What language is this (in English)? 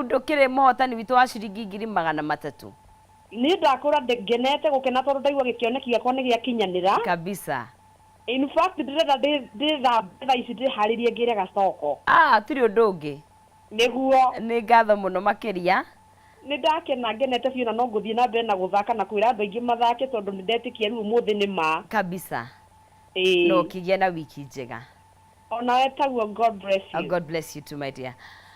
Kikuyu